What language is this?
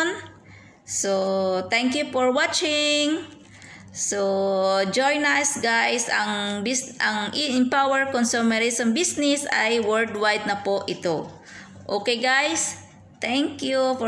Filipino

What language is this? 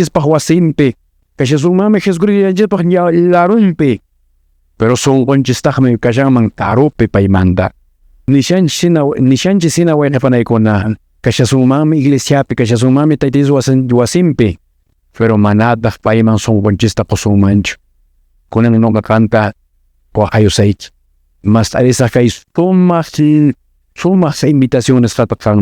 Quechua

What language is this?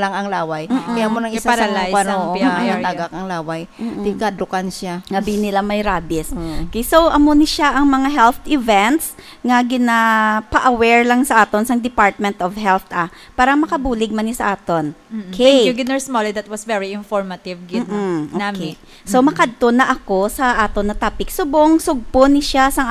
Hiligaynon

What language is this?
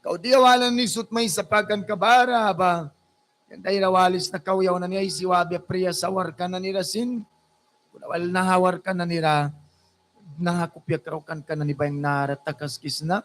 Mískito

